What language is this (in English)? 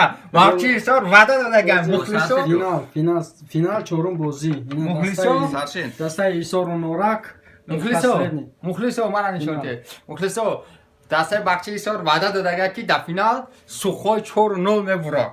Tajik